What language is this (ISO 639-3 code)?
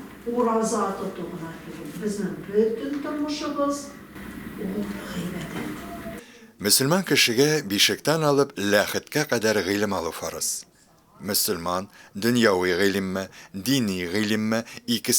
tat